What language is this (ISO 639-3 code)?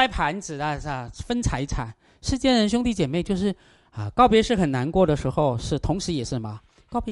zho